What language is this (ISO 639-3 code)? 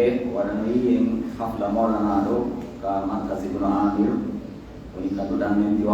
fuf